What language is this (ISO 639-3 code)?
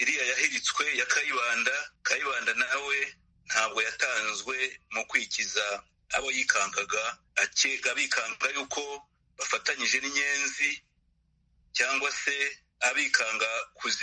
kin